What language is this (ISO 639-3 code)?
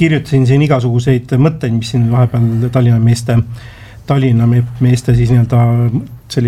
est